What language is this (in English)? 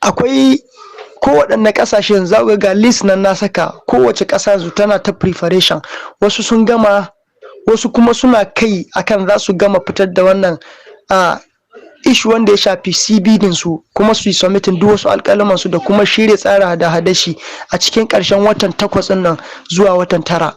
Hausa